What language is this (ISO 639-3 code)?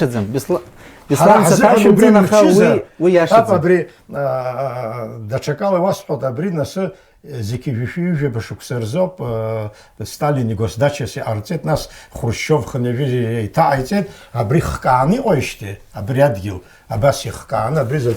abk